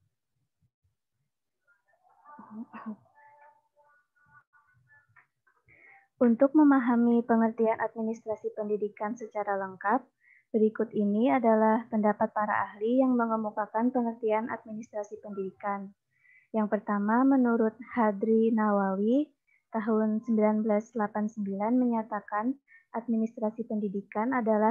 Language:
Indonesian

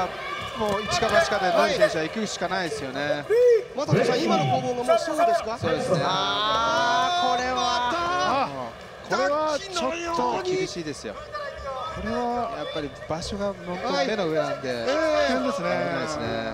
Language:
Japanese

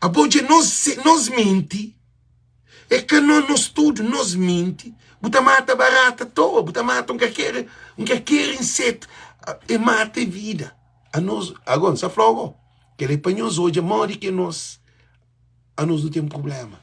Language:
Kabuverdianu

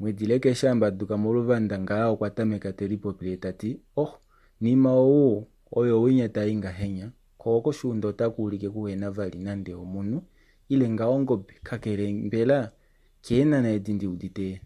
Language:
Kuanyama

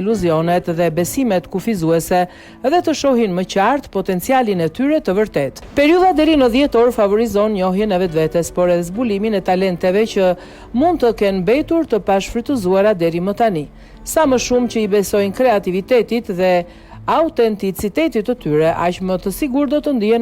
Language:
Albanian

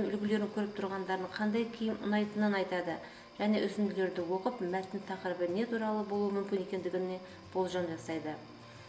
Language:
Kazakh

